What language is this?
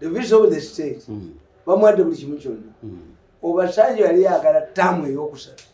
Ganda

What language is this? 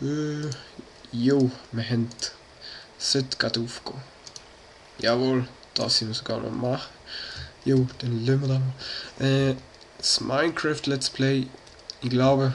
Swiss German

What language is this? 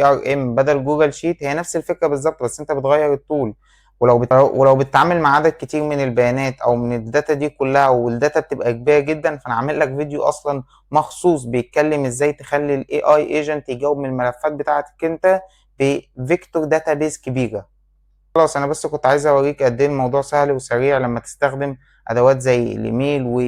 Egyptian Arabic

